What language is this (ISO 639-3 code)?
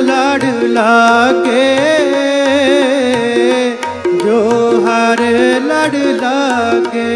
pan